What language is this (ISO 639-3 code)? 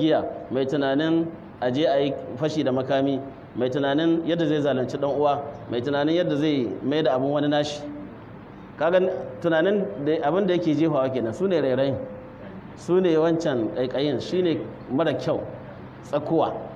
hau